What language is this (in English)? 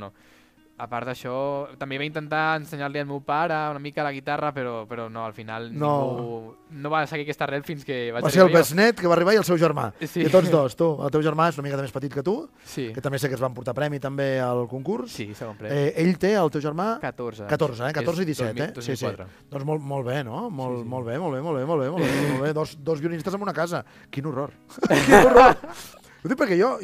Catalan